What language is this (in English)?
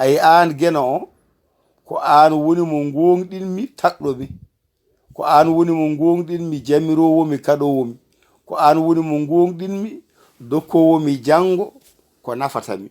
Fula